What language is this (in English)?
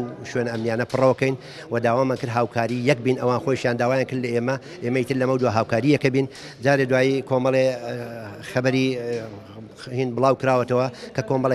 Central Kurdish